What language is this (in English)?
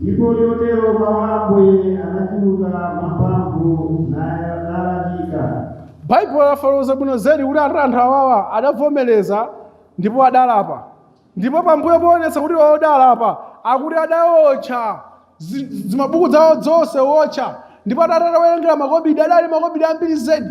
Nyanja